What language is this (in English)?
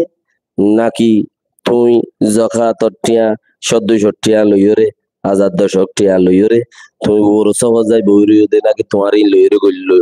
Rohingya